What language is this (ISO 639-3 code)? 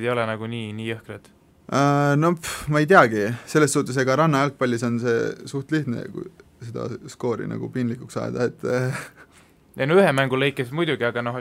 est